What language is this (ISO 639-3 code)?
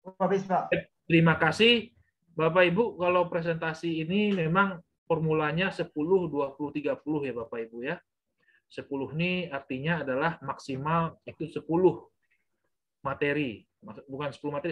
ind